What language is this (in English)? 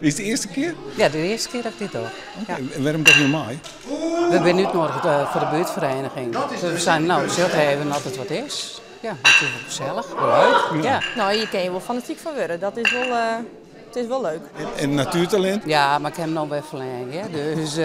Western Frisian